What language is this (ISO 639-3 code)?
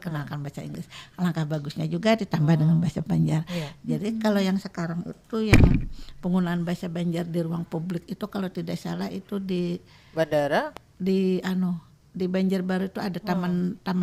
bjn